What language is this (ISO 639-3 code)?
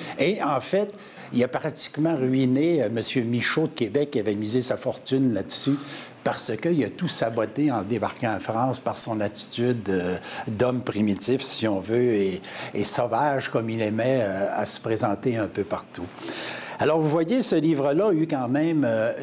fra